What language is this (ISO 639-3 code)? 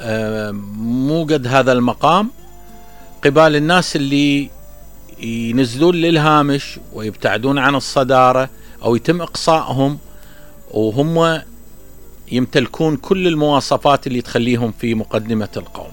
acm